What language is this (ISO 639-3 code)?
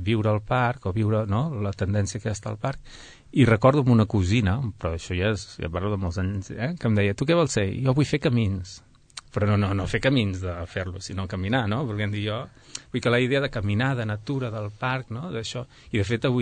cat